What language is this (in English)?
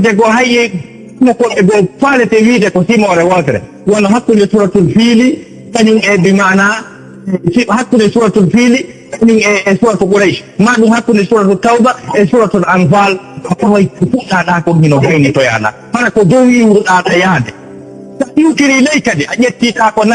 Fula